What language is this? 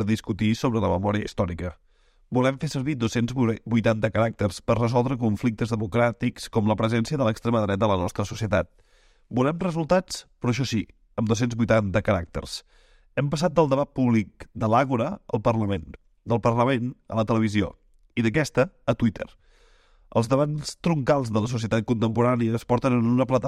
Catalan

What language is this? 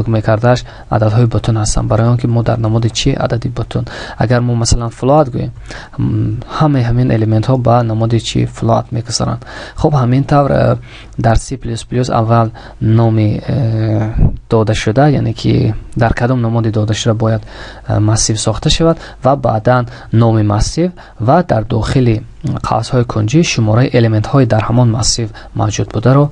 Tajik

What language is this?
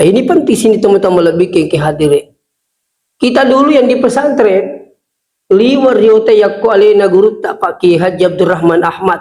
Buginese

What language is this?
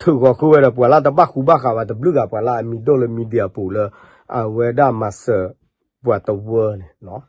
S'gaw Karen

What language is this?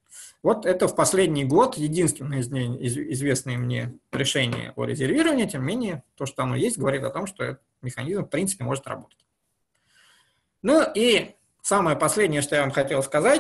Russian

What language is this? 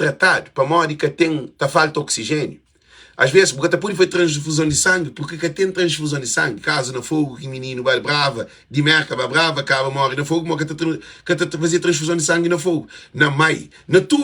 Kabuverdianu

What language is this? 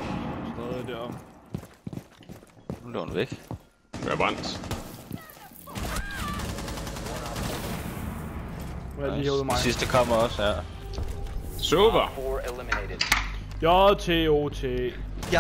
Danish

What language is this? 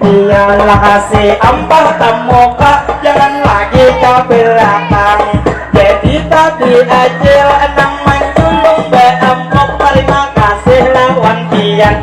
Banjar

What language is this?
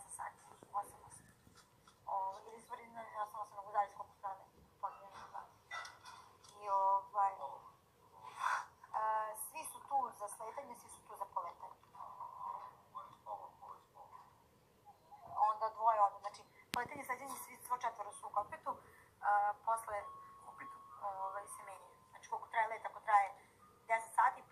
Serbian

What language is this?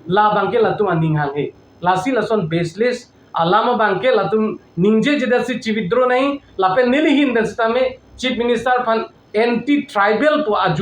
Karbi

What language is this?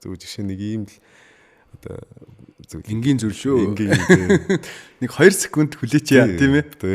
Mongolian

